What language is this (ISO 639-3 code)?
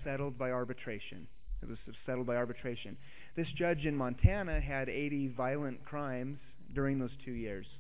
eng